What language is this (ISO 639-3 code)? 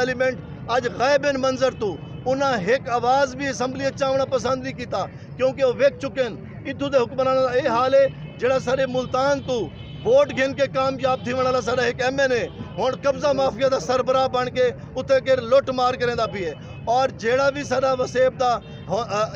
skr